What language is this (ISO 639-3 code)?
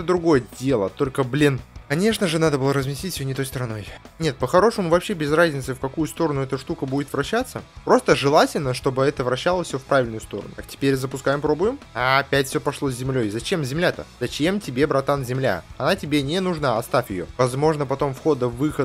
rus